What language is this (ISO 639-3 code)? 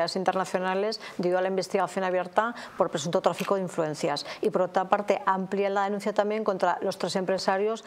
spa